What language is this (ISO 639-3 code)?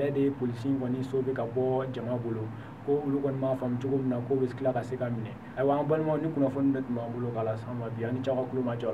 bam